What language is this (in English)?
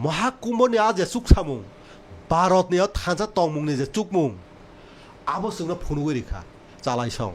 Kok Borok